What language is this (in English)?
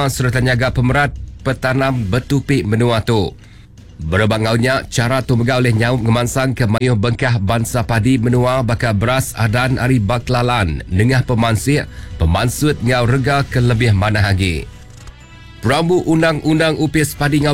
Iban